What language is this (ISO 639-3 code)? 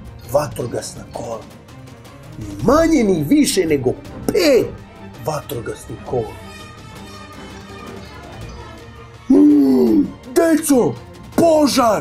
srp